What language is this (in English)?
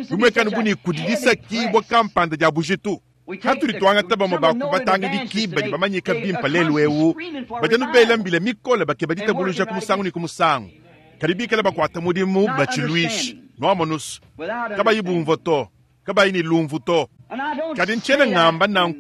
Luba-Lulua